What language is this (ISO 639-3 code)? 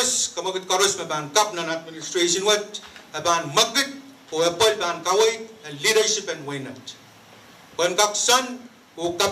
pon